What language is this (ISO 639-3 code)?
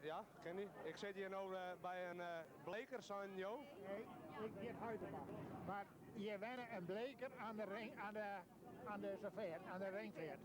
fry